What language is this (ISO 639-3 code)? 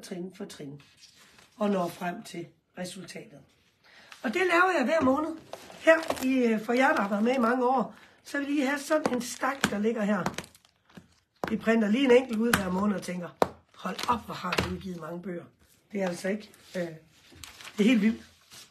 dan